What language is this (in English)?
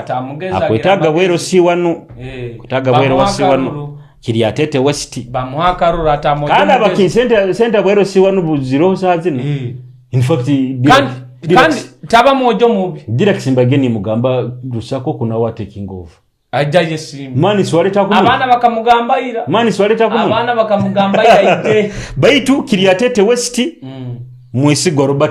Nyoro